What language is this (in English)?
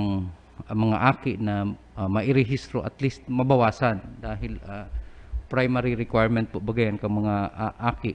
Bikol